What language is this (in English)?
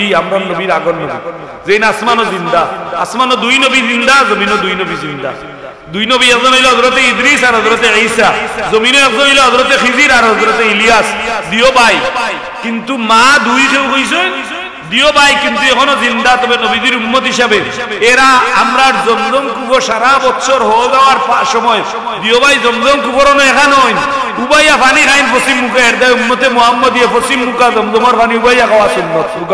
Sylheti